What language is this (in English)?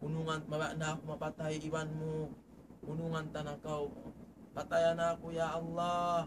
Tausug